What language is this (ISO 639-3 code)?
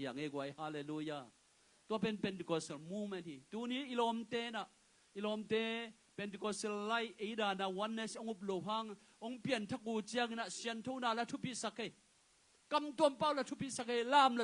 ctd